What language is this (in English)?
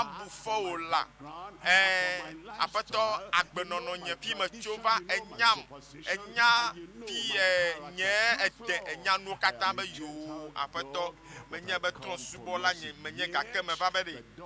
Ewe